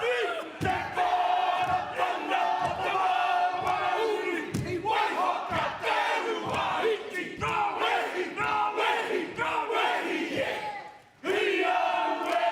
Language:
Māori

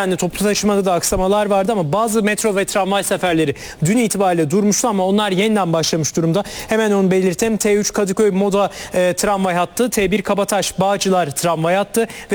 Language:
Turkish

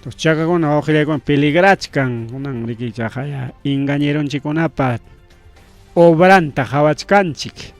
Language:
Ayacucho Quechua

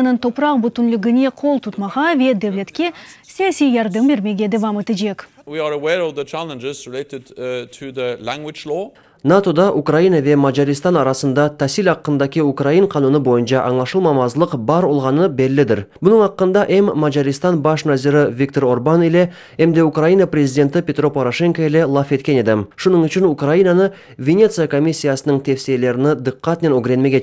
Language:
Crimean Tatar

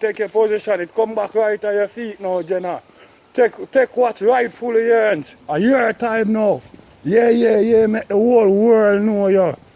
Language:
Jamaican Creole English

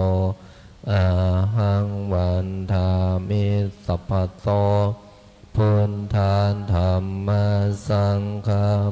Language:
Pali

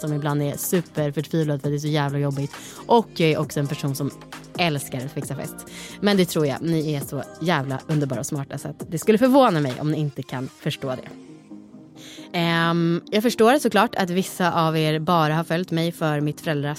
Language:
Swedish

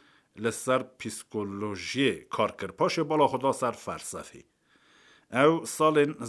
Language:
Kurdish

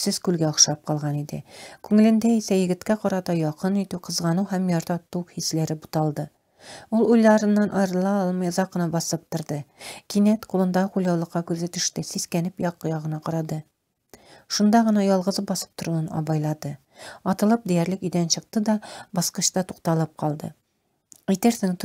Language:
Tatar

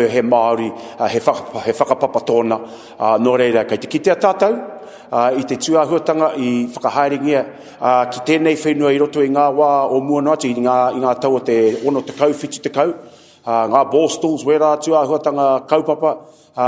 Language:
Māori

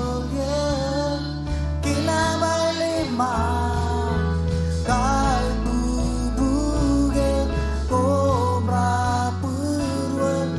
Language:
Marshallese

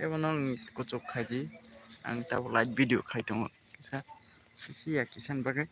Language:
Kok Borok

